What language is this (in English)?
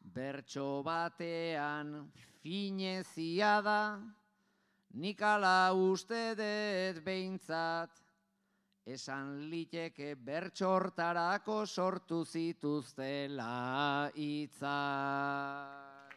Basque